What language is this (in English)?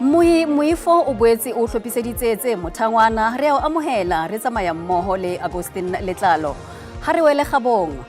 Southern Sotho